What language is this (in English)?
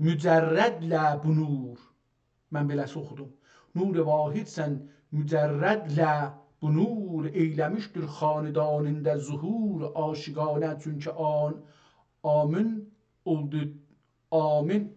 South Azerbaijani